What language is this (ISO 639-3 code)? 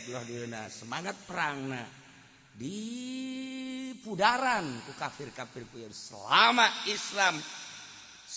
sun